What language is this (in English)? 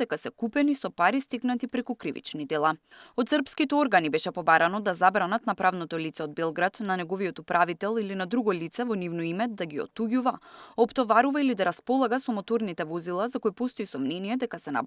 Macedonian